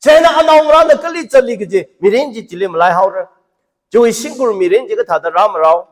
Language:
Tangkhul Naga (India)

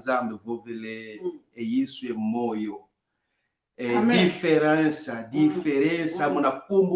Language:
Kongo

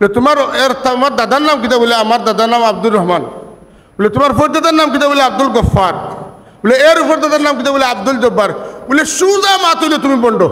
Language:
Sylheti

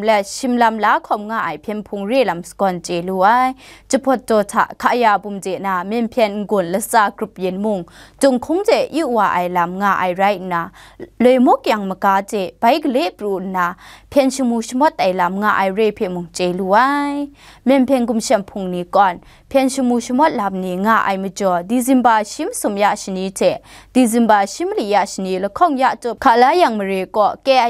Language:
Kachin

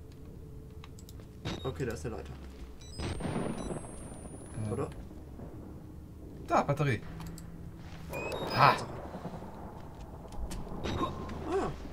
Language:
German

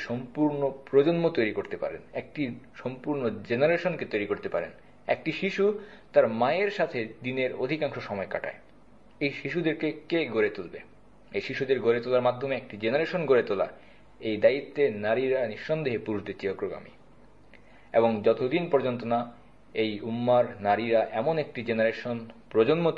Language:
Bangla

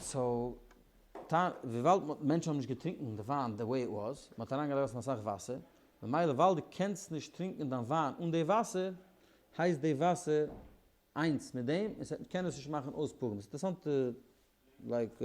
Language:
Yiddish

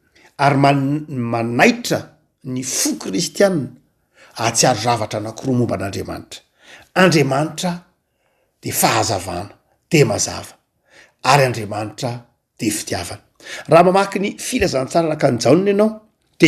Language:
Malagasy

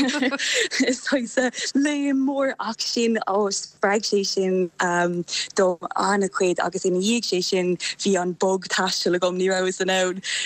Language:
Irish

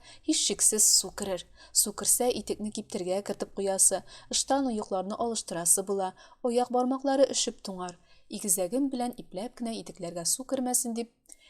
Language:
Tatar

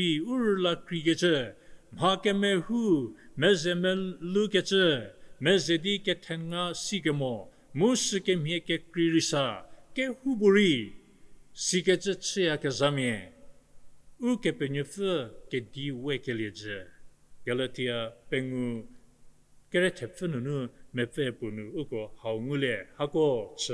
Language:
Angami Naga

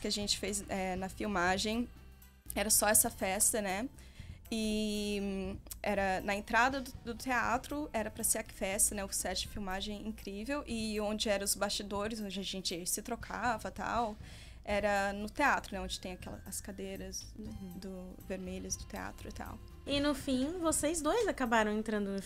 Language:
Portuguese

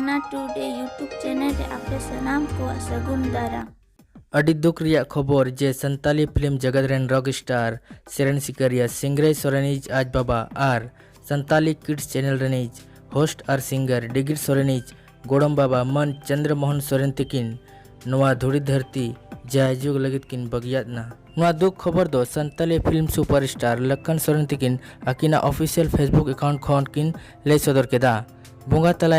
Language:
Santali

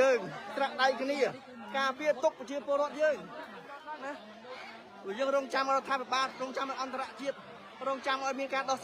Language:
Khmer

